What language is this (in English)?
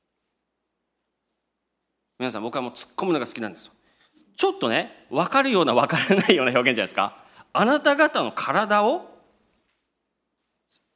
Japanese